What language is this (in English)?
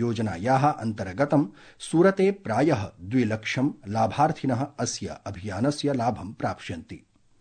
Sanskrit